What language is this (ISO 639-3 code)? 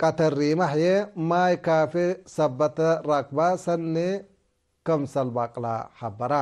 tig